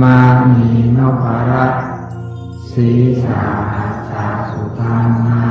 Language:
Pali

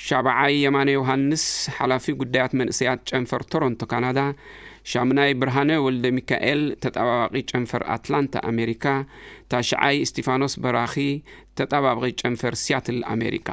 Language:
Tigrinya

